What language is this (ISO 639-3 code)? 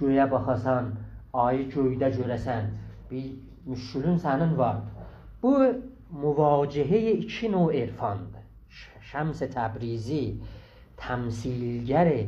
azb